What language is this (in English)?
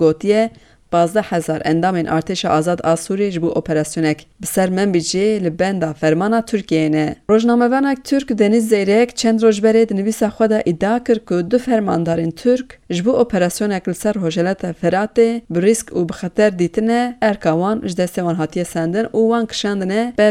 Kurdish